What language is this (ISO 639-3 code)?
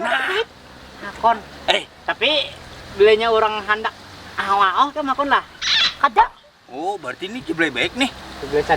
bjn